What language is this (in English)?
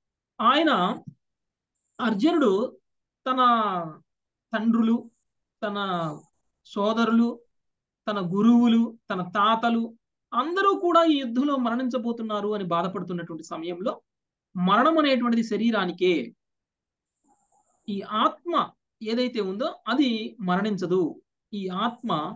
Telugu